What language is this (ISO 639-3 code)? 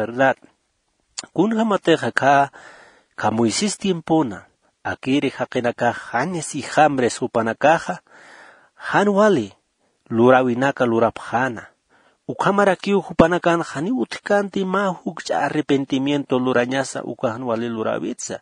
aym